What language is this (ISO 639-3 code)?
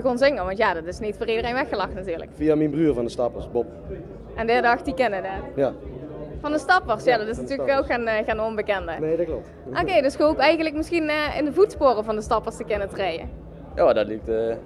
lim